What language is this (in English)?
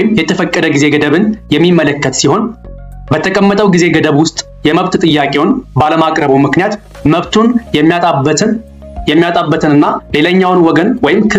Amharic